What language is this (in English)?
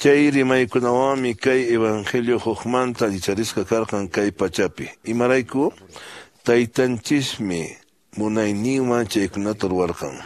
Quechua